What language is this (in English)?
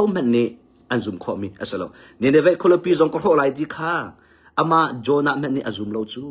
Hakha Chin